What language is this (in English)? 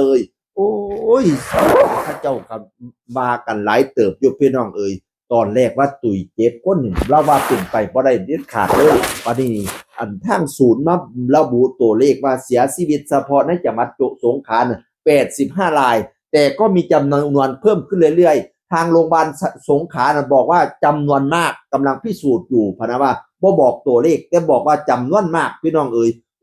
Northeastern Thai